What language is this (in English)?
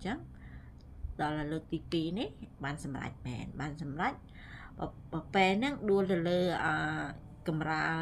Khmer